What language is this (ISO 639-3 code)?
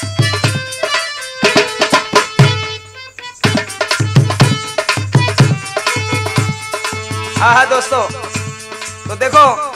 hin